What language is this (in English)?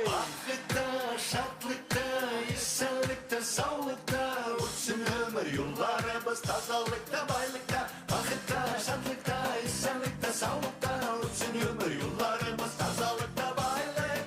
Bashkir